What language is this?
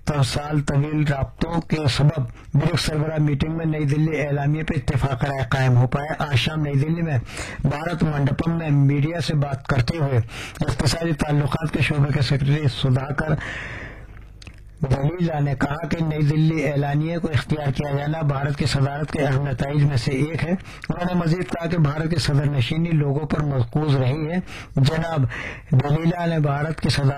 Urdu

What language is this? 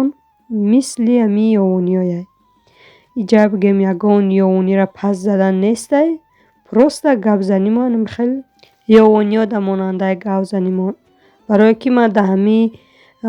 Tajik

